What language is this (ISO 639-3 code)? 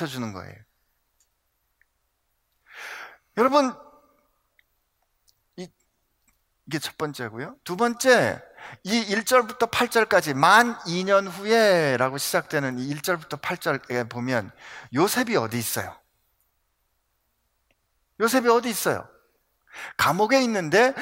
kor